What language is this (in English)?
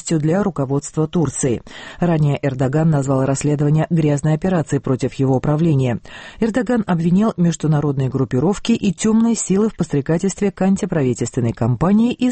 Russian